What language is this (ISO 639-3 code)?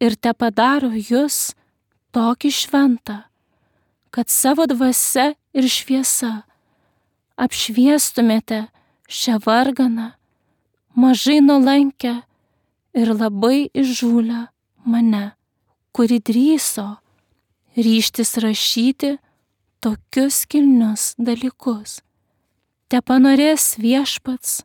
lit